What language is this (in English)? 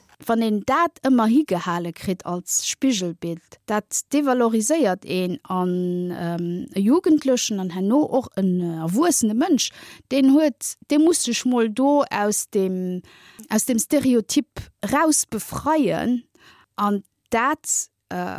Luxembourgish